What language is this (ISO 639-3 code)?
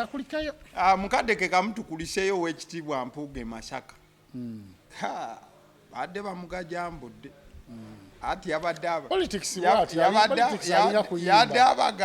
lug